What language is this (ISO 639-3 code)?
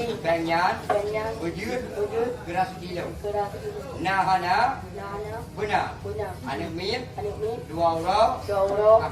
ace